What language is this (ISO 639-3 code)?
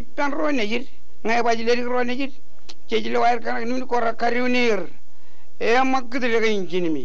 mah